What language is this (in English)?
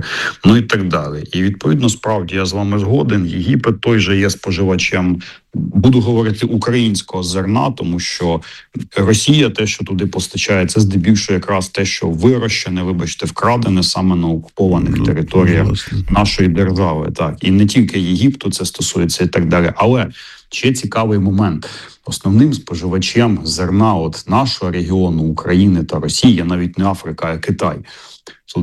Ukrainian